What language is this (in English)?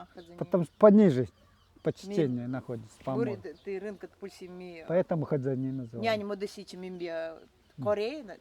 Nanai